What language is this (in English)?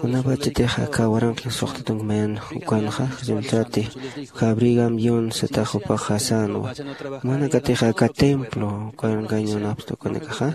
Aymara